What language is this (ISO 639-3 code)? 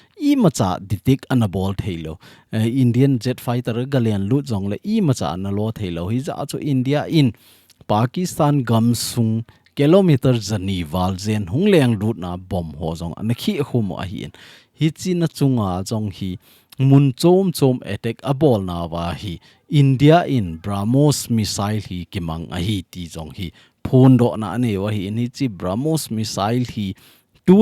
tcz